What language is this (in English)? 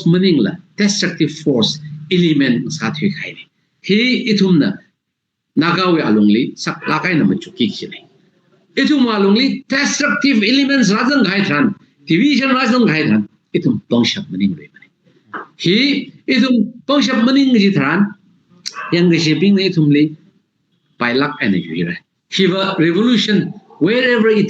Tangkhul Naga (India)